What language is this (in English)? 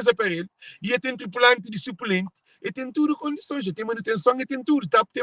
Kabuverdianu